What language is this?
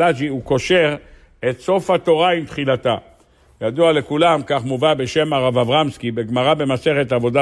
Hebrew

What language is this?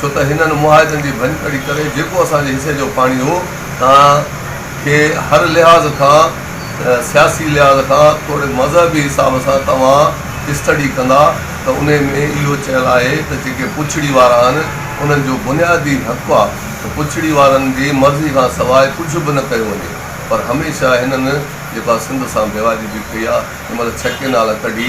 Sindhi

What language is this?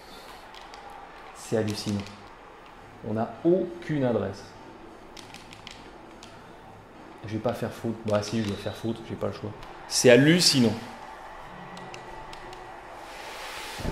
French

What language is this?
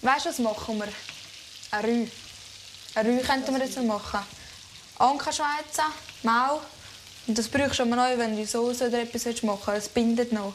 Swiss German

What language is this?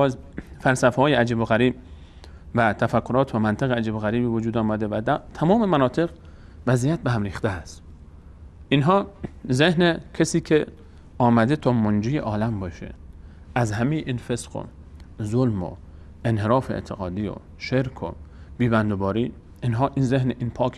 Persian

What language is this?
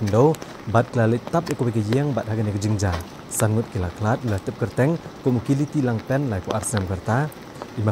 Khasi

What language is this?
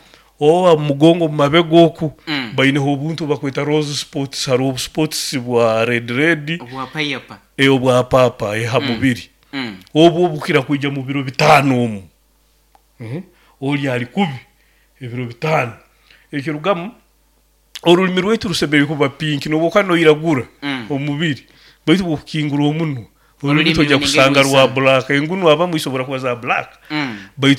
Nyoro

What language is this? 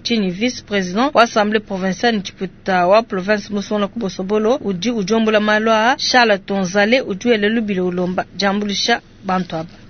Luba-Lulua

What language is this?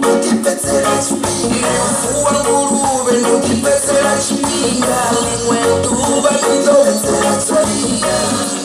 Venda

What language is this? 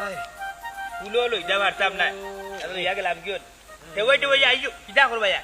Sylheti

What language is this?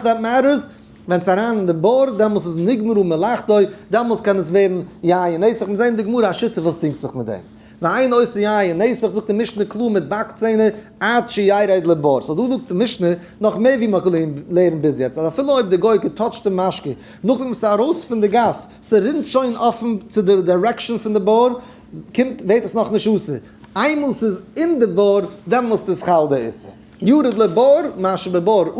Yiddish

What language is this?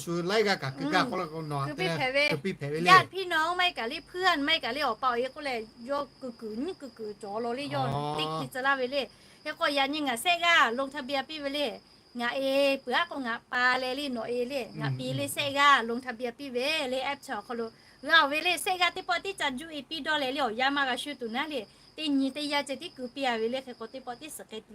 Lahu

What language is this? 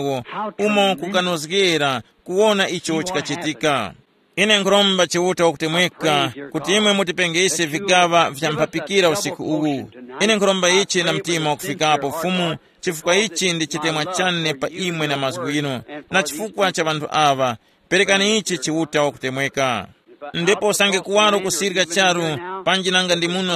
Tumbuka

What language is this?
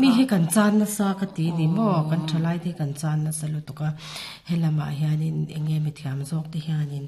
Mizo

